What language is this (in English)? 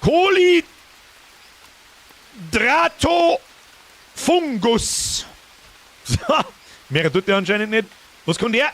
Bavarian